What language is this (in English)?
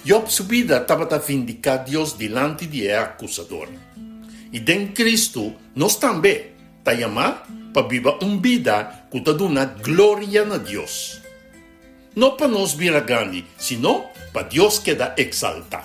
Papiamento